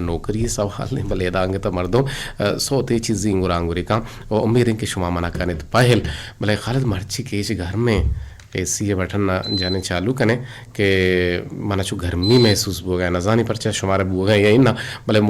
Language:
Eastern Balochi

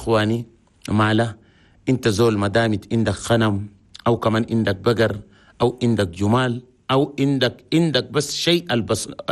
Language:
Chadian Arabic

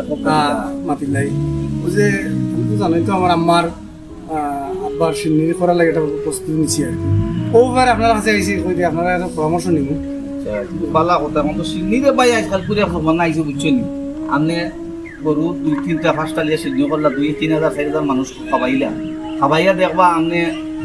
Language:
Sylheti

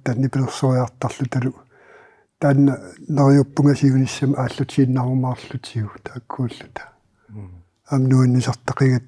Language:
Kalaallisut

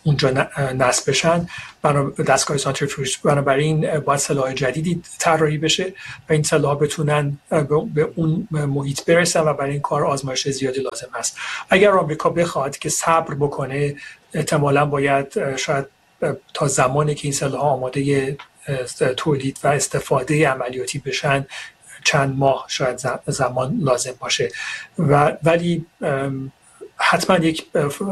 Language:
Persian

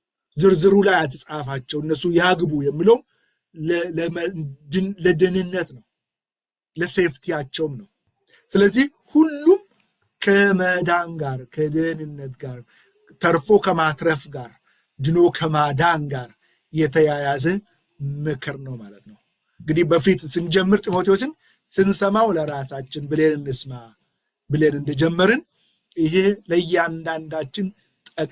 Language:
Amharic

